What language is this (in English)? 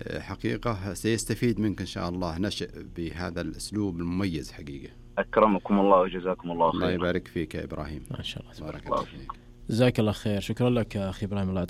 Najdi Arabic